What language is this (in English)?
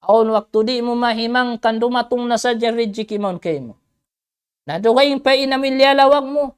Tausug